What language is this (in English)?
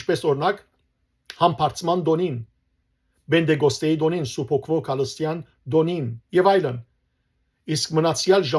Western Armenian